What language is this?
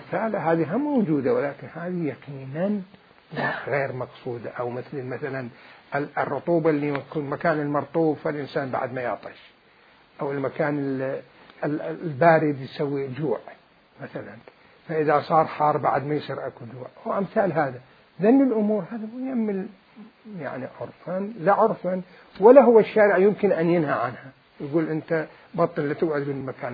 Mesopotamian Arabic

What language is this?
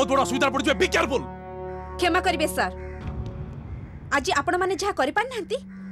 Odia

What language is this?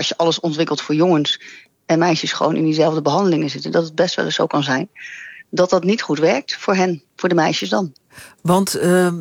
Dutch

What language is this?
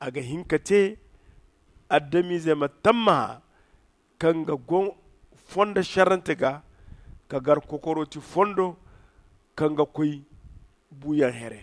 Zarma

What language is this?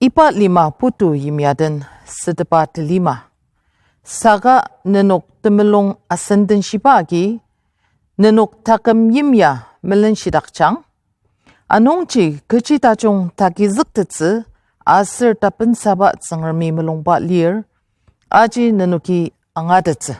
Ao Naga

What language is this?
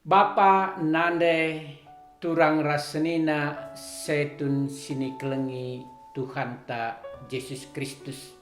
Batak Karo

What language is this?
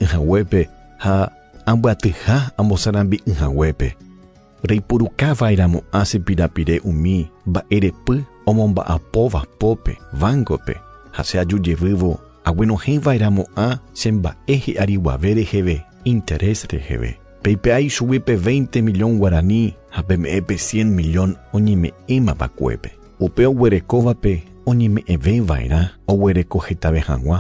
Guarani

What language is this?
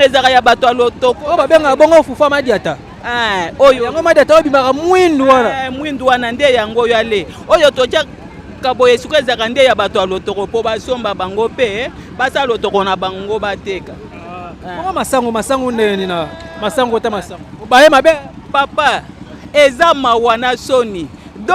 Lingala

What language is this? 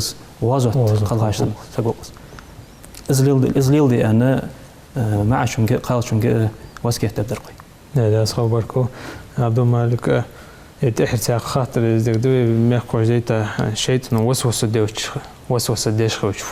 Ingush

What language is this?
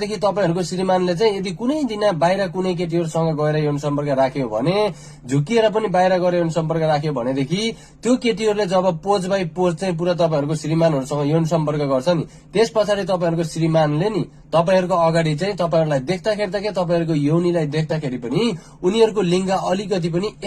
Nepali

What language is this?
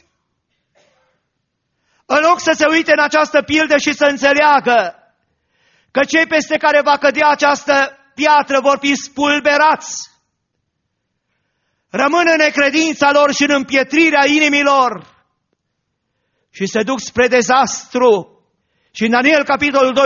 Romanian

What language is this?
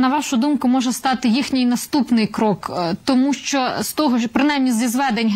Ukrainian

